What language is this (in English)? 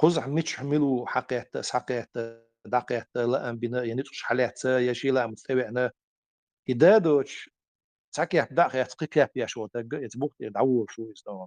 Chechen